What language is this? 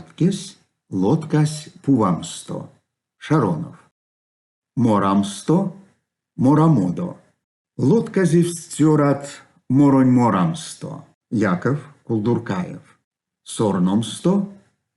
Erzya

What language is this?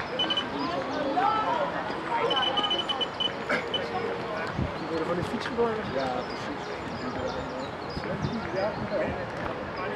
Dutch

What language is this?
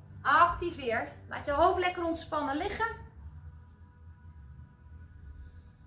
Dutch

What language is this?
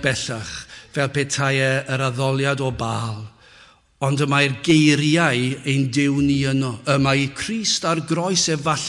Welsh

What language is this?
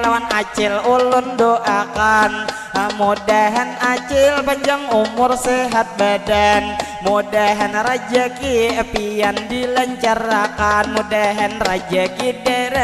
Banjar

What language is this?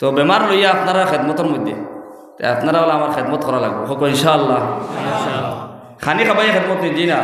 Sylheti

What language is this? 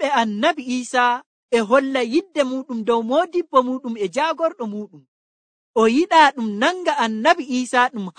Nigerian Fulfulde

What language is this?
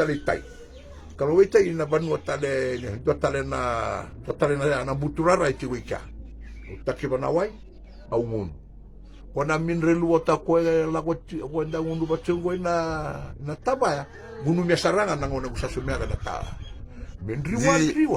Fijian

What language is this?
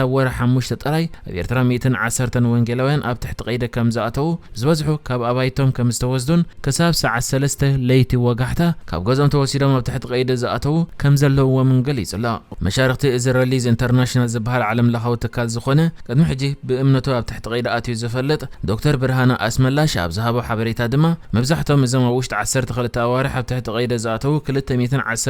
Tigrinya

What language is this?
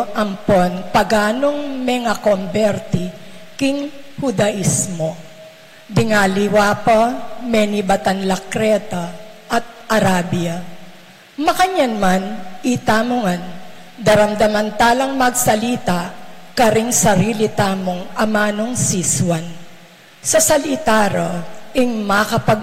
Pampanga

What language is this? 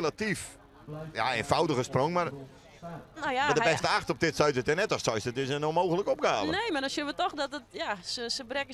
Western Frisian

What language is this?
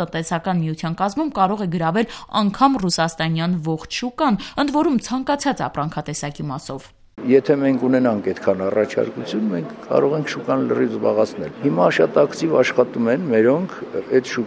Armenian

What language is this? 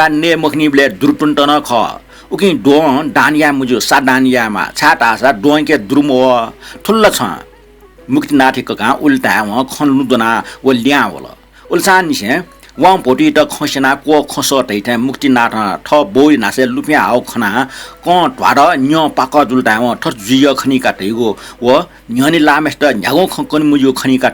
Newari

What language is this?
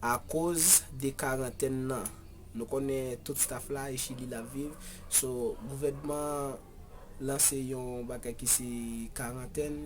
Haitian Creole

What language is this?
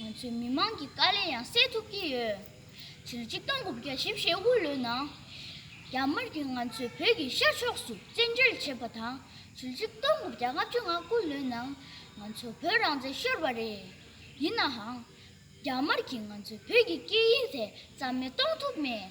Tibetan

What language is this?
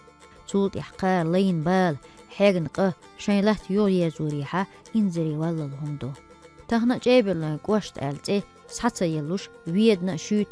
Chechen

